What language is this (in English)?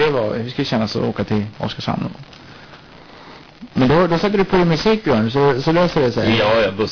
Swedish